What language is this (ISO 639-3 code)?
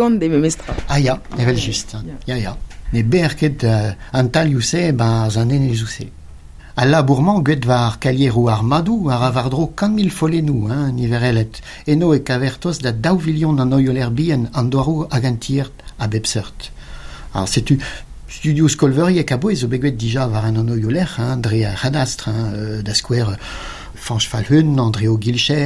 bre